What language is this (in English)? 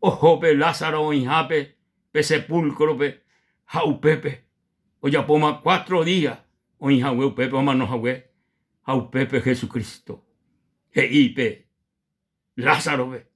Guarani